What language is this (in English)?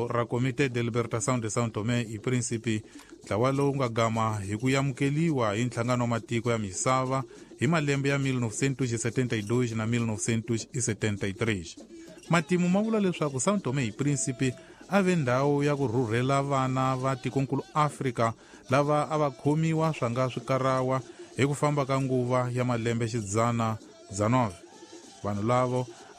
Tsonga